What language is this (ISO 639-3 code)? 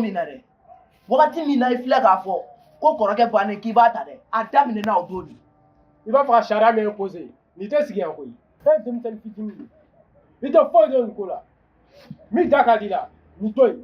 bam